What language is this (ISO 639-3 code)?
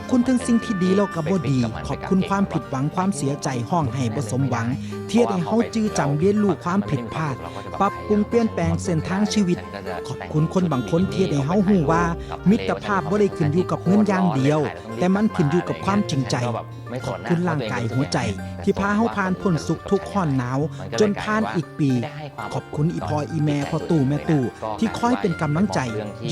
tts